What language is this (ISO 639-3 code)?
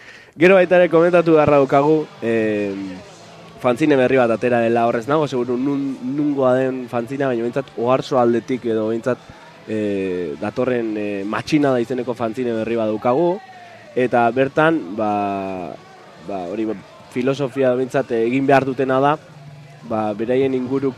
eus